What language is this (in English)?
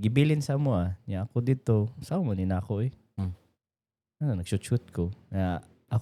Cebuano